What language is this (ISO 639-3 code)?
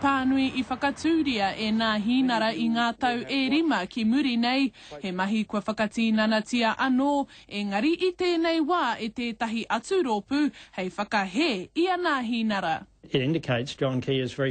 mri